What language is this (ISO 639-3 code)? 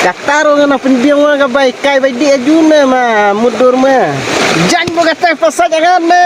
kha